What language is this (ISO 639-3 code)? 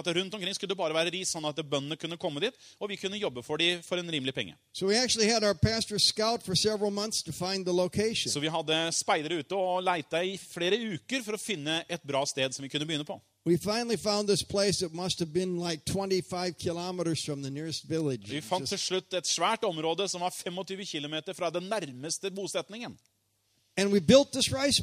nor